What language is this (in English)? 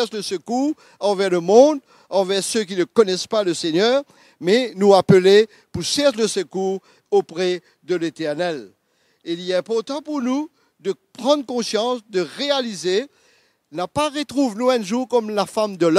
Morisyen